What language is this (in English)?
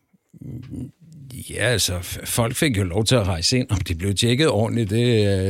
Danish